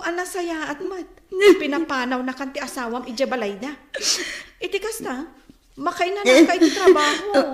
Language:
Iloko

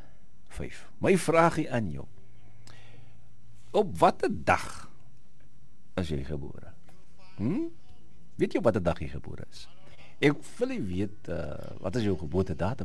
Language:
Afrikaans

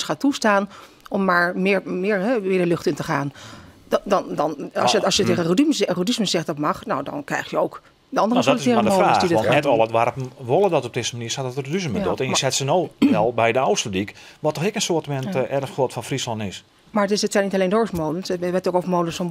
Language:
Western Frisian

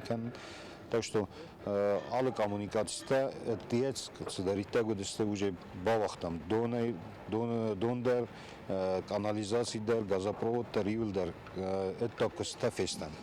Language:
Ossetic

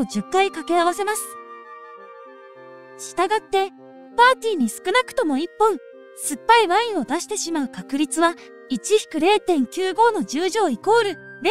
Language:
Japanese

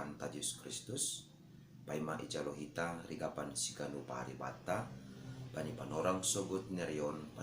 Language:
Batak Simalungun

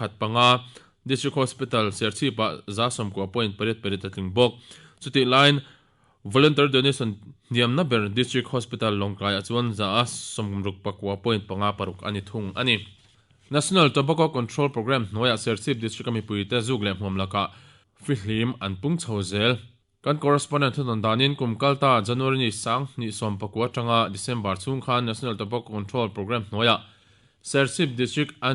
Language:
Mizo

